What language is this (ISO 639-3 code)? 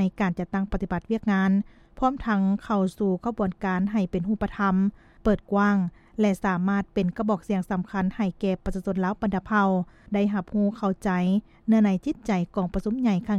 lao